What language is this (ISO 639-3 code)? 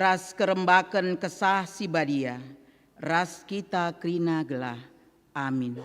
btx